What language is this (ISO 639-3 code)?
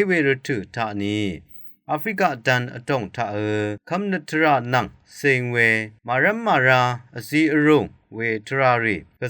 raw